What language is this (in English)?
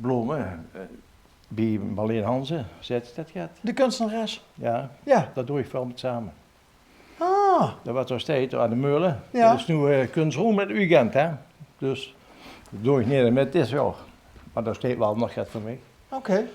Limburgish